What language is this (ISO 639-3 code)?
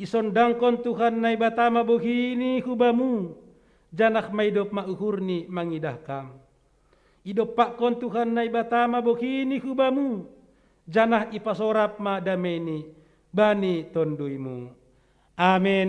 bts